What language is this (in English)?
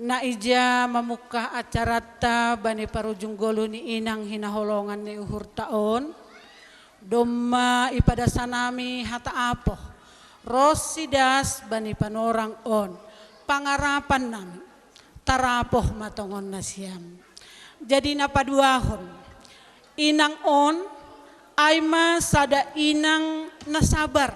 Batak Simalungun